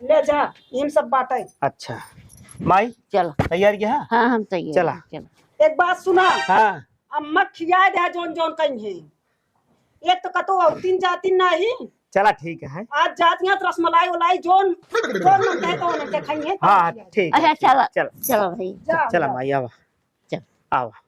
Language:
Awadhi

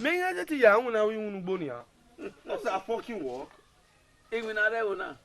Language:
Bini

